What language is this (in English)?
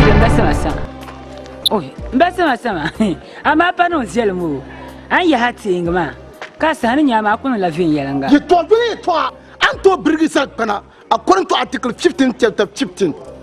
Dagbani